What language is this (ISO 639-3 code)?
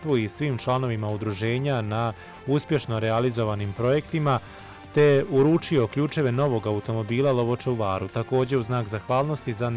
bos